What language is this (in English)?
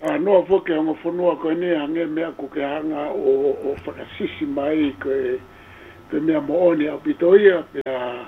Tongan